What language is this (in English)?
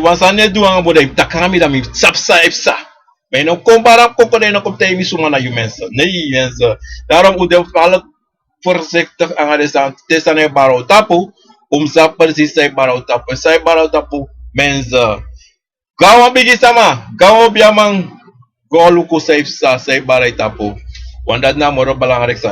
Sranan Tongo